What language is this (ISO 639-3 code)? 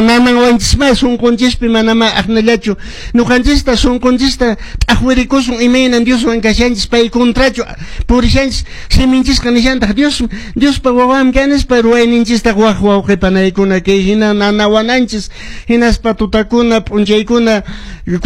que